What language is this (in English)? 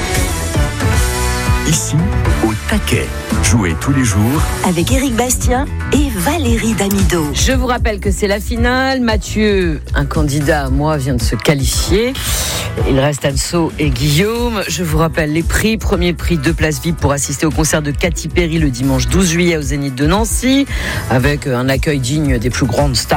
French